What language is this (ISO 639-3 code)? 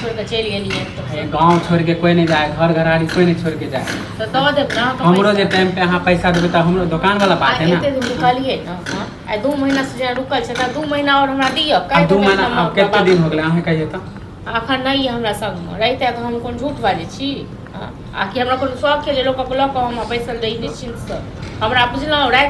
mai